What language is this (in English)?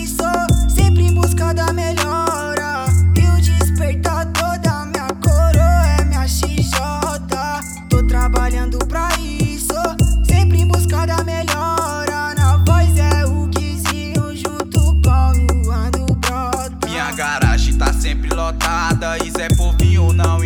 Portuguese